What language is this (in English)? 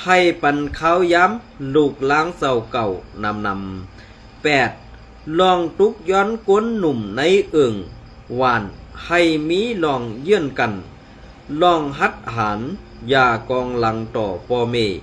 Shan